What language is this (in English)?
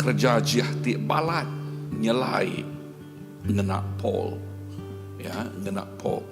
Iban